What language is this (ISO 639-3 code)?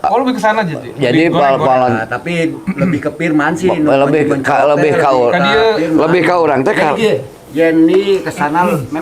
sun